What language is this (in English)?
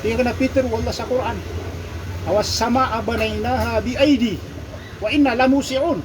Maranao